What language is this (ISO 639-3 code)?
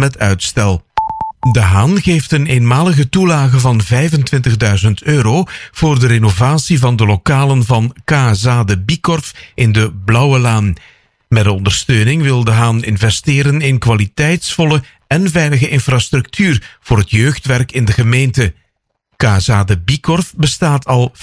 nld